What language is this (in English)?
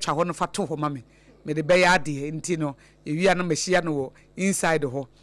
Akan